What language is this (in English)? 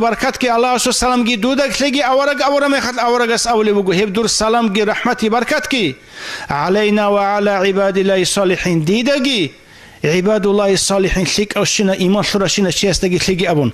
Avaric